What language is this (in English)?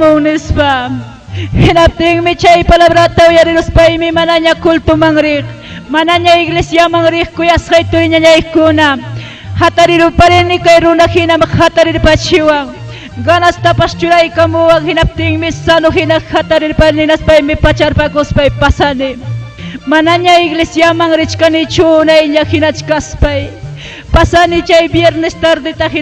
Ayacucho Quechua